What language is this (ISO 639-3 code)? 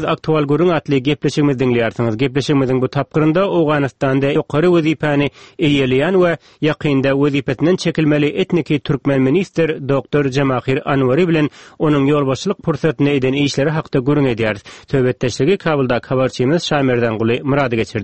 tuk